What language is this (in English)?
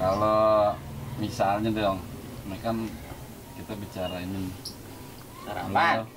Betawi